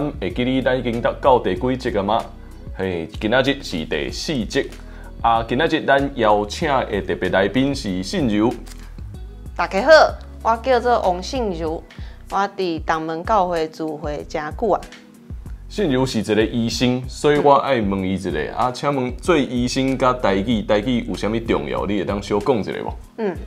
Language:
Min Nan Chinese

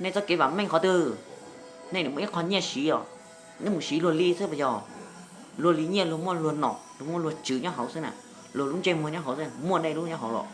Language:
Hmong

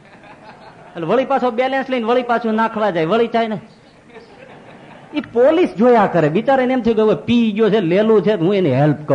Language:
Gujarati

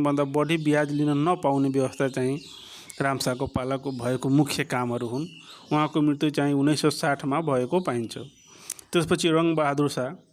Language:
Nepali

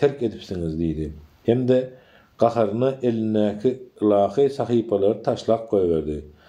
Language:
Turkmen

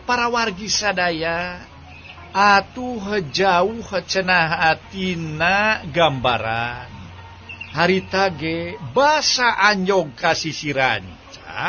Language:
Sundanese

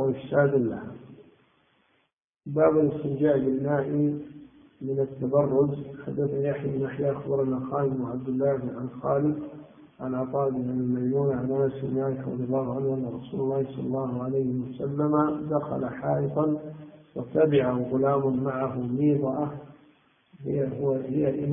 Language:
Arabic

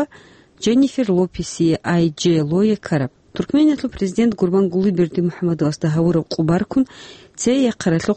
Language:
Avaric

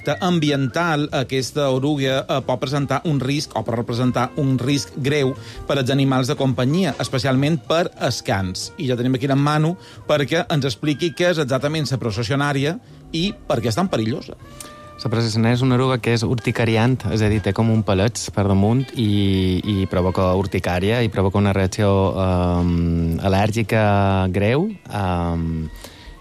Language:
Catalan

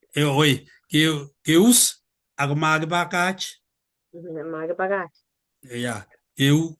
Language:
Kalenjin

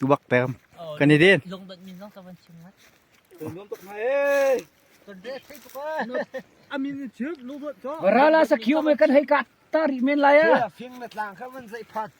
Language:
Hakha Chin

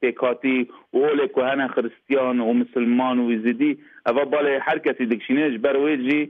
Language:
Kurdish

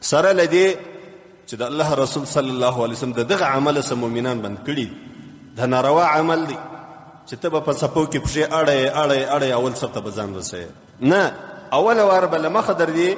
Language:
Pashto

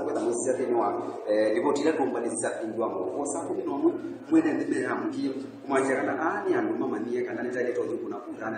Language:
Kamba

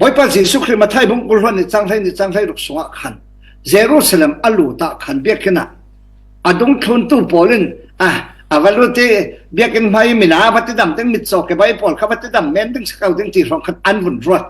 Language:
Falam Chin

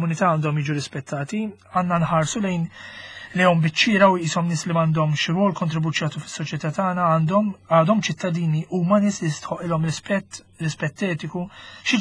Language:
Maltese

